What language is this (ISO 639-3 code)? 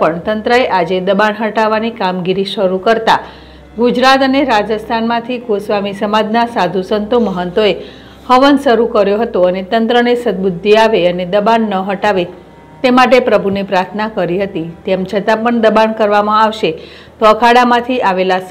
guj